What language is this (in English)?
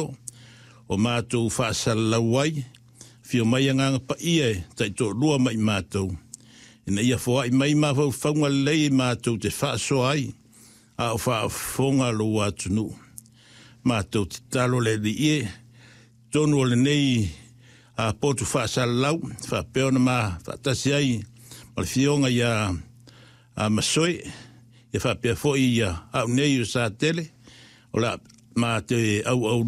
Samoan